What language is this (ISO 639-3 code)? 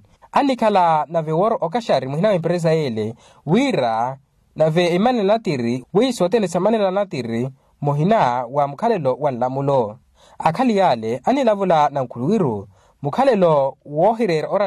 vmw